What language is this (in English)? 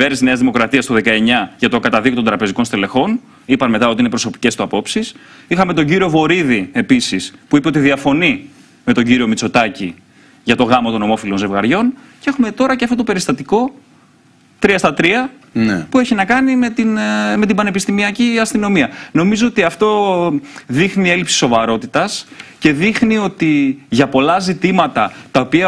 Greek